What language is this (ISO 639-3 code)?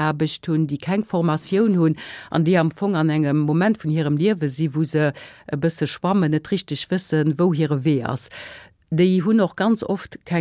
ltz